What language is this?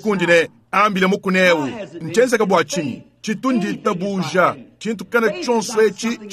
Luba-Lulua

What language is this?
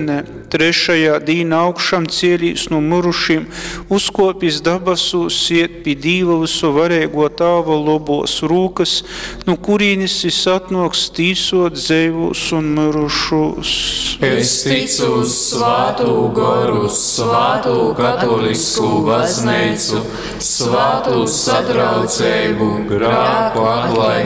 Latgalian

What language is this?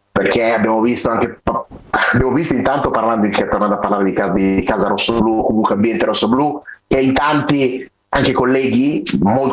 Italian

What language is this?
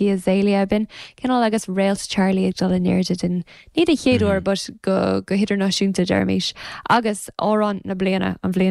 Irish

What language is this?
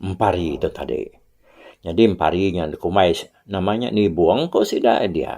Iban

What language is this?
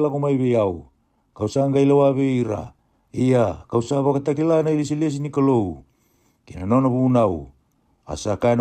Fijian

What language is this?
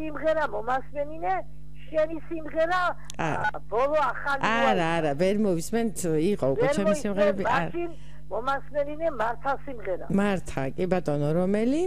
Georgian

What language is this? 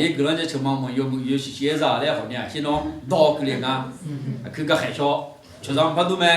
Akha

